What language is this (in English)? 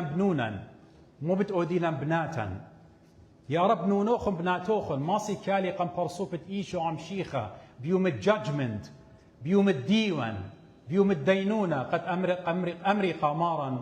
Assyrian Neo-Aramaic